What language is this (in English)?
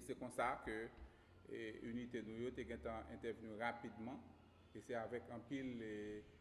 Haitian Creole